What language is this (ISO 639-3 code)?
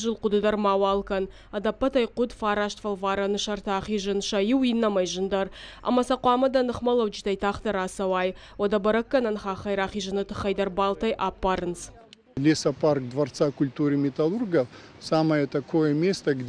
oss